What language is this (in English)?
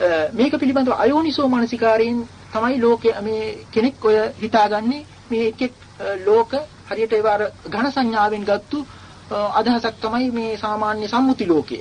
Sinhala